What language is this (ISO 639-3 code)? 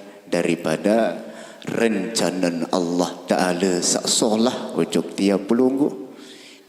sas